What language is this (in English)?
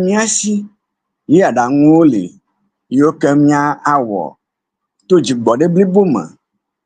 Ewe